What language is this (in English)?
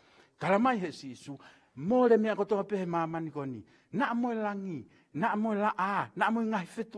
Tongan